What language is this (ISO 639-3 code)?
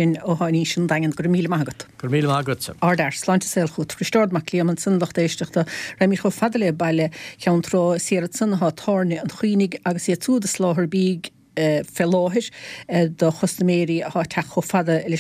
gle